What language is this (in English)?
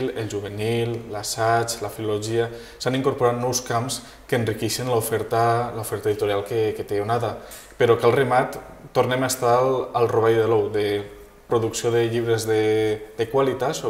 Catalan